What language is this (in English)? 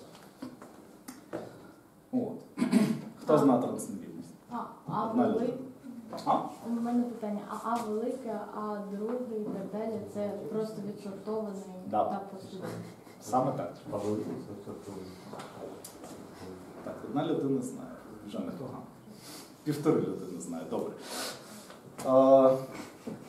Ukrainian